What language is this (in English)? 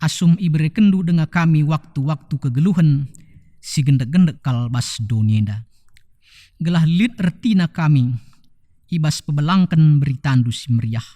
Batak Karo